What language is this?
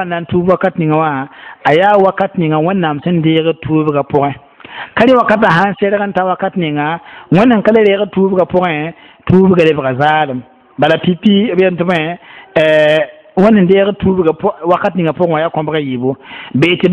Mossi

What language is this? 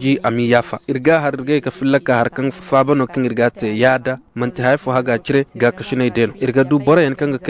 Koyraboro Senni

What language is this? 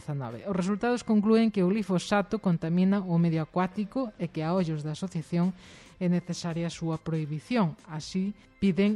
Galician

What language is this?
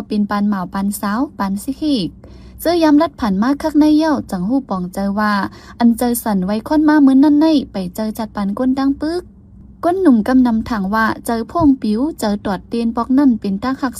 Shan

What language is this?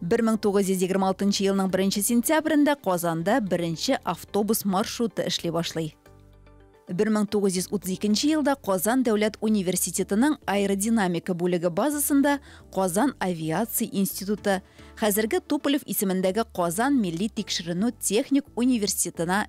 Tatar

